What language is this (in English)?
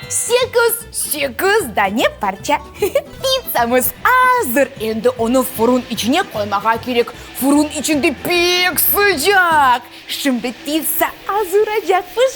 Crimean Tatar